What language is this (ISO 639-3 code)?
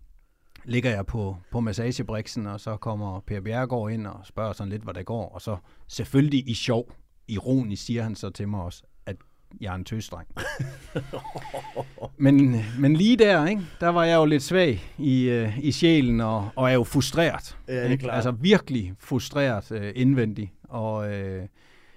dan